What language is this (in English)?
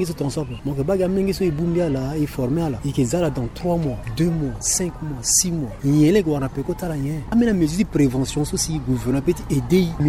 Sango